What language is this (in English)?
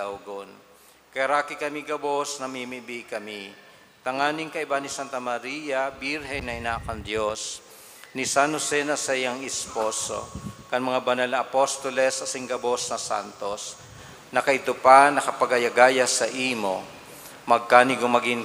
Bikol